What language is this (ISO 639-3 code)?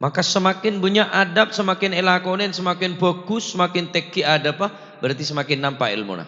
mad